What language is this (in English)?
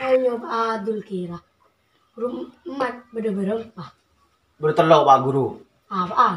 Madurese